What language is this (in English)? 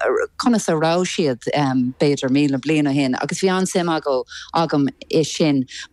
Irish